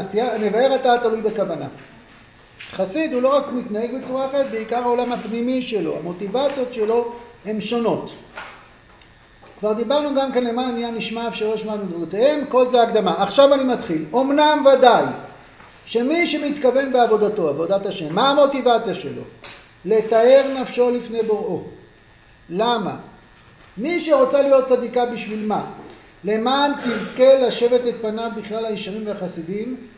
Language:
Hebrew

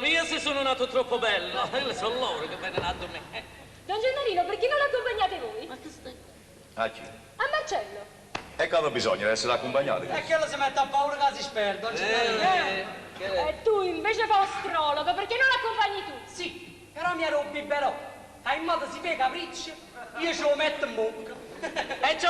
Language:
Neapolitan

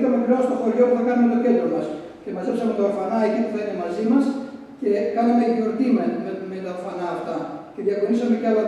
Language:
Greek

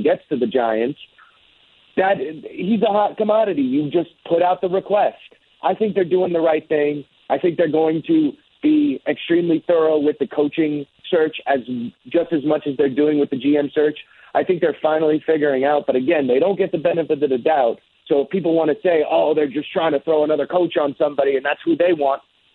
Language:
English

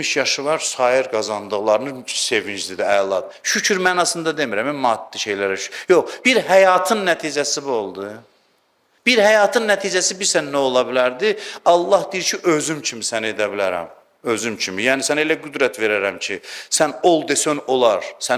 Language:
Azerbaijani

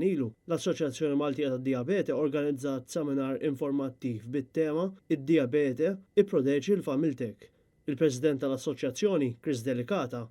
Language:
Maltese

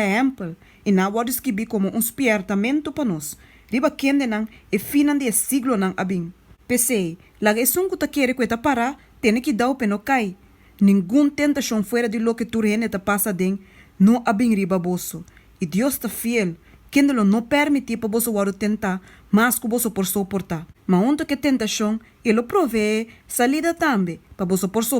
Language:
Papiamento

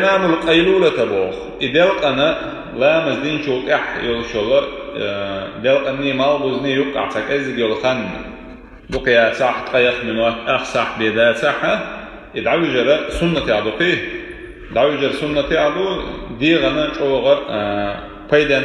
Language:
Chechen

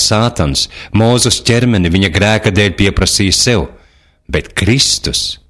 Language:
Latvian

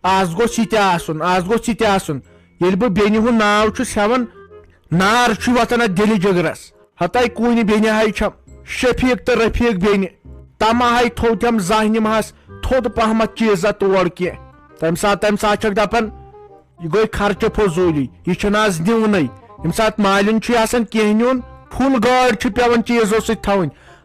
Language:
Kashmiri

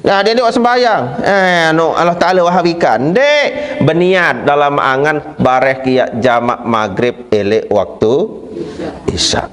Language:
Sasak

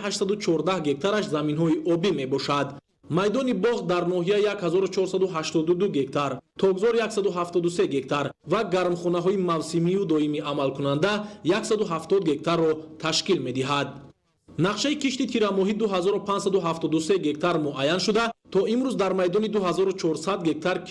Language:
Tajik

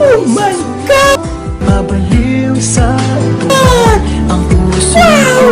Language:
Waray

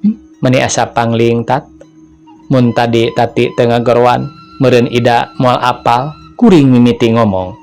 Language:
Sundanese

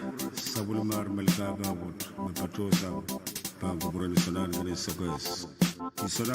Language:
Pohnpeian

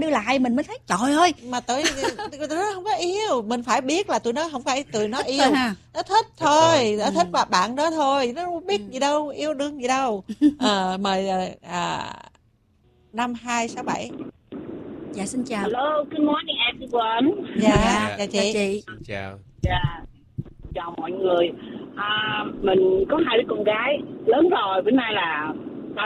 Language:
Vietnamese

